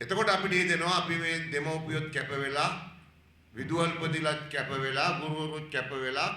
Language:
Sinhala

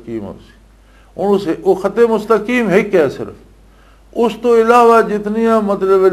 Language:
Western Panjabi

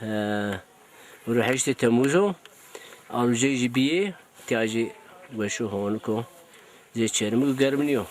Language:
Zaza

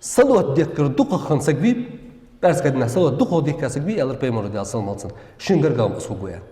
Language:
Ingush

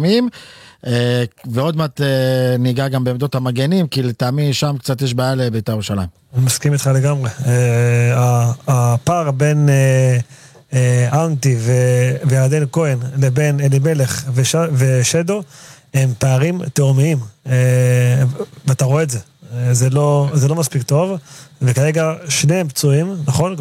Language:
Hebrew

